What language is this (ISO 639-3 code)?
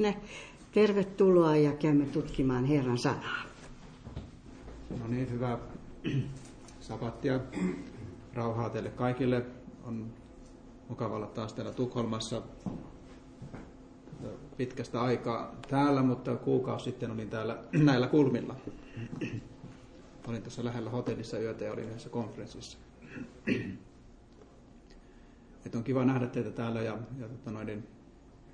fin